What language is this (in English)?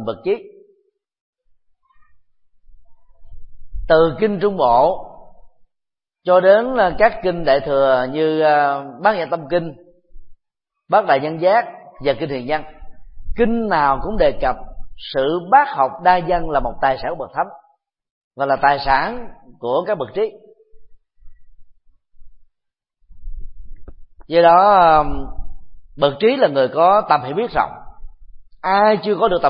Vietnamese